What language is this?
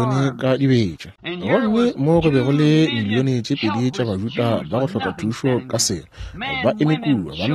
Northern Sotho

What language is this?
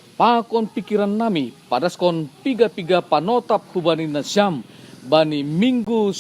Batak Simalungun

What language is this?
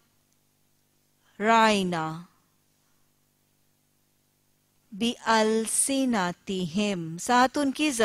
Urdu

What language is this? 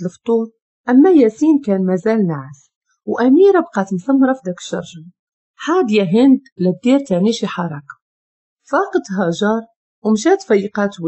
Moroccan Arabic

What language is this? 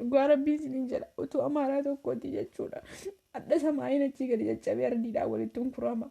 Oromo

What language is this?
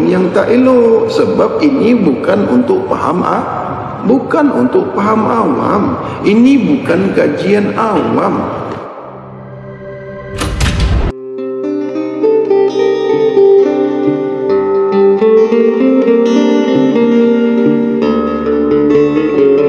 Malay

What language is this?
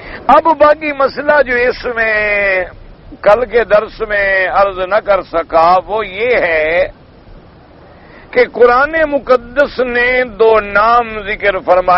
Urdu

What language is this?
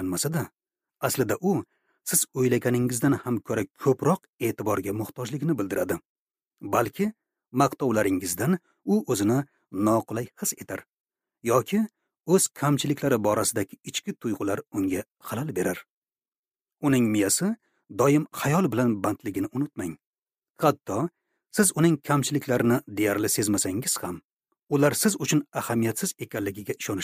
Uzbek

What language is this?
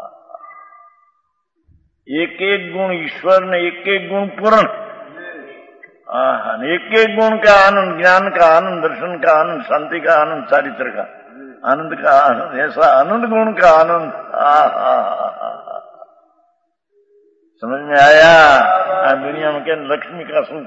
Hindi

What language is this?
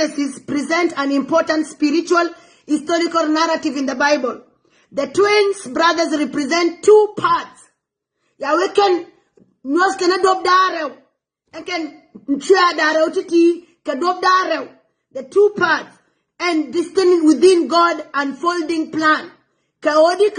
Nuer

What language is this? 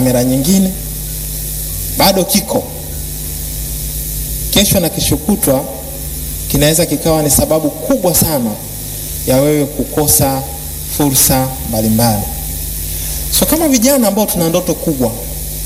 Swahili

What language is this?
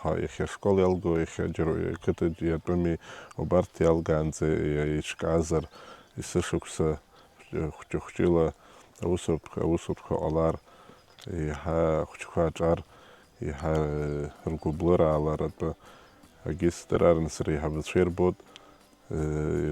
Abkhazian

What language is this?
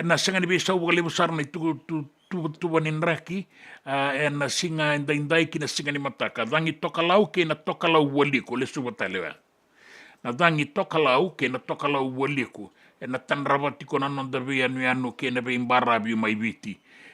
Fijian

